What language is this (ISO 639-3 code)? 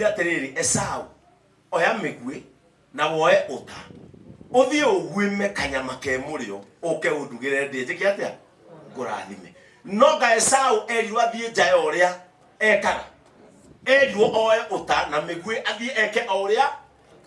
kik